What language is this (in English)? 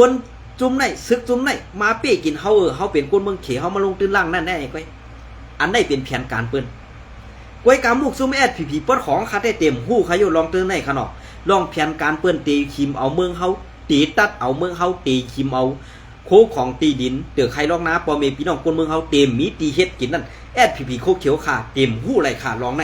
Shan